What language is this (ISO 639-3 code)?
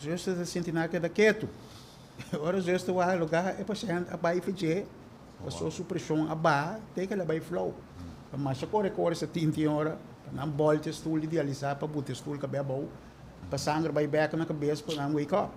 pap